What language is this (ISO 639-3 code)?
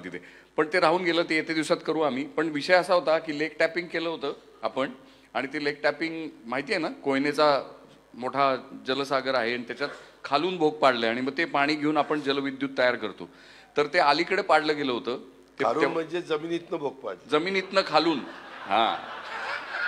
mar